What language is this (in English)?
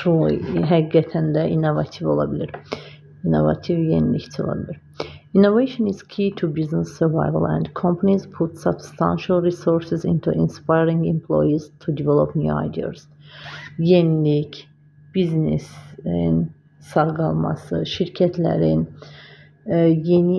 Azerbaijani